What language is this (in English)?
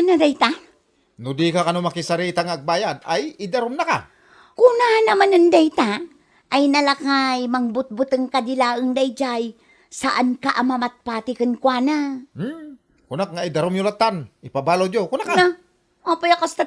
Iloko